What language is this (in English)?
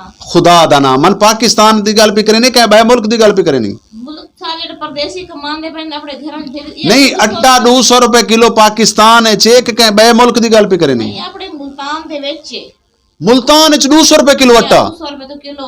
Saraiki